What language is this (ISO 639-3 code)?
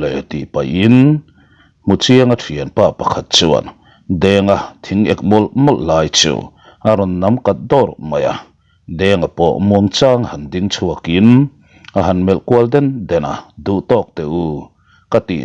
lus